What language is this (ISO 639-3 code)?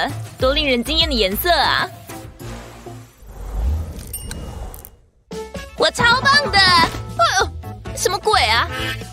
zho